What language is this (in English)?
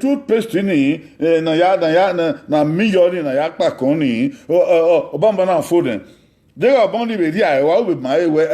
Bini